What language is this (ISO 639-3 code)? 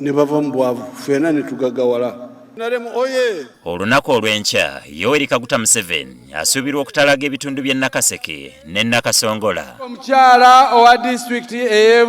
lug